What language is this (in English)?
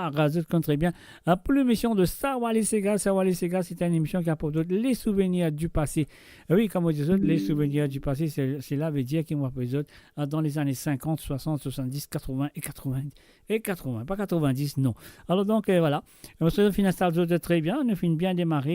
Morisyen